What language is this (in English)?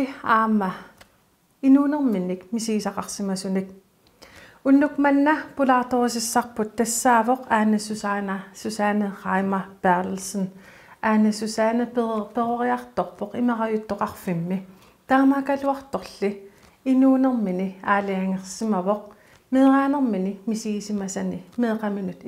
Kalaallisut